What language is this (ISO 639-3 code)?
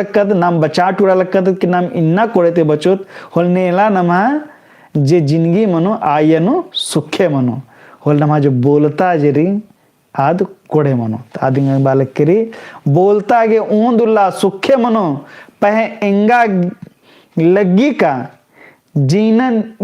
kru